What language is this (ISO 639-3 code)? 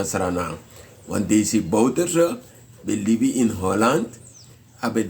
srn